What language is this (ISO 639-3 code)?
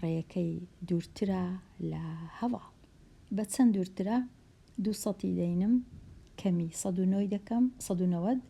ckb